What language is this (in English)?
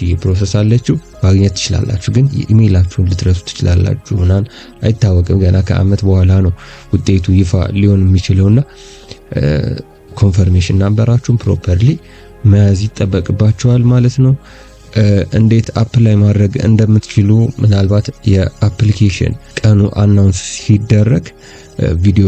Amharic